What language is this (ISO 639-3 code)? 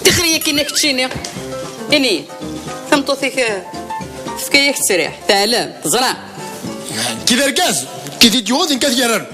kab